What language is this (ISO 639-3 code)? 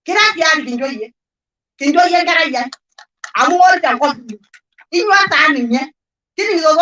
mas